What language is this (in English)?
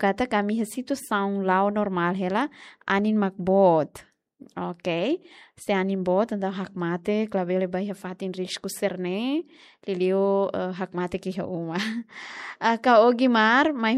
Tetum